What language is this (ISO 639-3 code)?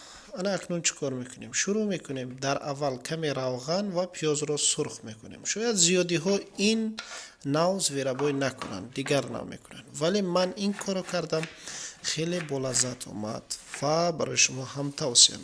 tgk